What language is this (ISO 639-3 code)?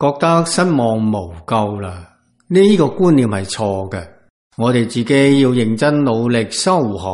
yue